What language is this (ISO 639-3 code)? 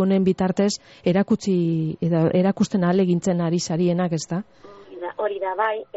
eus